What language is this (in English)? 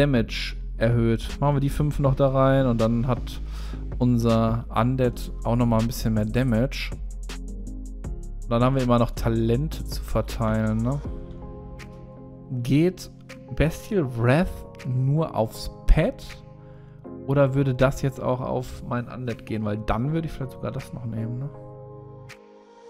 German